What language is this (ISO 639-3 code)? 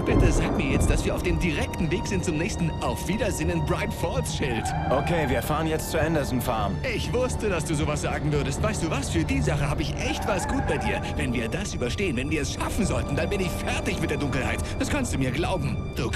bar